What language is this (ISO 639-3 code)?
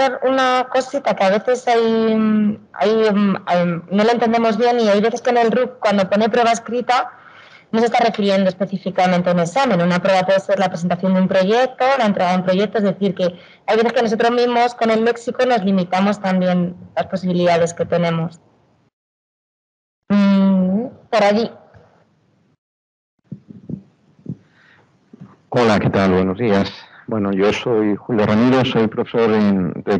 spa